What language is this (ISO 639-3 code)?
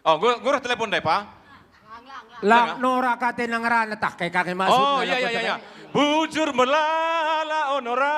btx